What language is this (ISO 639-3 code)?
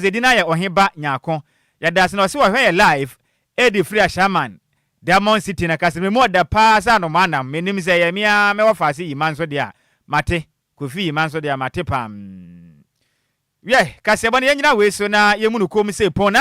aka